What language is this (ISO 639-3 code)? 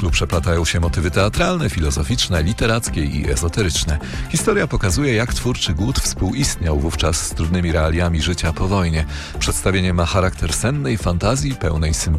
pol